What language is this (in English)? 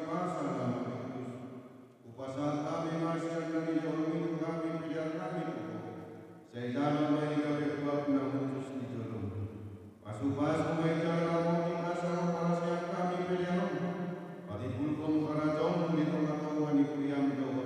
Batak Toba